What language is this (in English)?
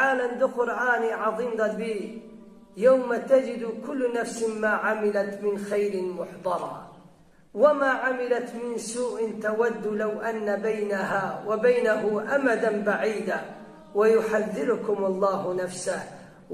Kurdish